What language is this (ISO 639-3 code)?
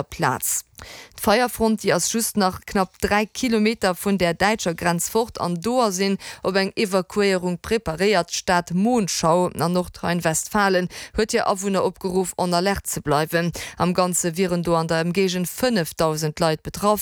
ltz